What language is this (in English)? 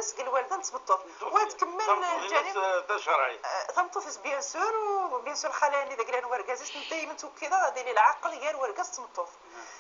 Moroccan Arabic